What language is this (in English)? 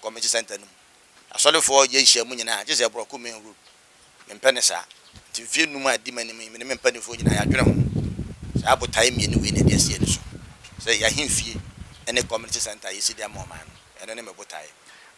Akan